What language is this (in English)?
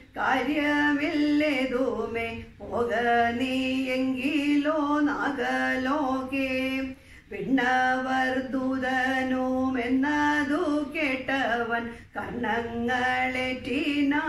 Malayalam